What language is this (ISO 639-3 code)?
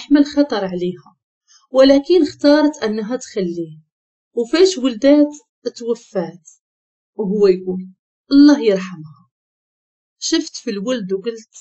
ary